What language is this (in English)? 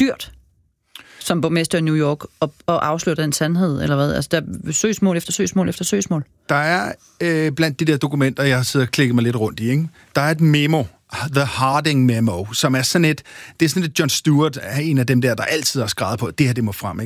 Danish